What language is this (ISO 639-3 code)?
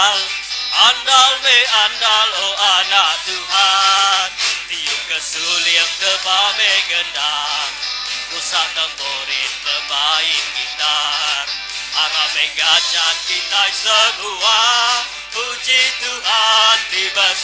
iba